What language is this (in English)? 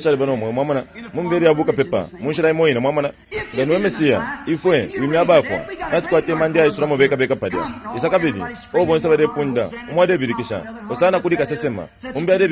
Bemba